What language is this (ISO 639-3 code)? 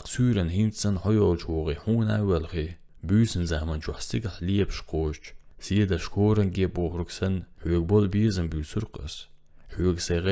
che